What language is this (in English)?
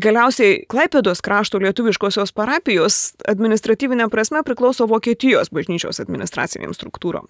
Lithuanian